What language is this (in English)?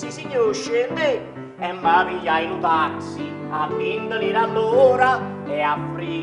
Neapolitan